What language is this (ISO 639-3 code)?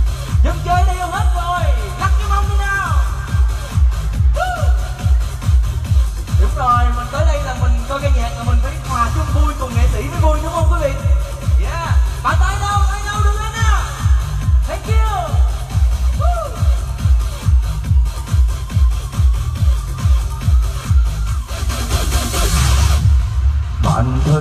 vie